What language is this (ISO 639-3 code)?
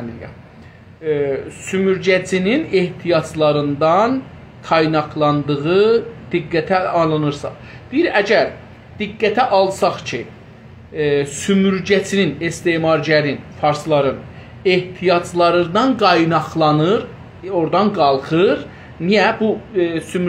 azb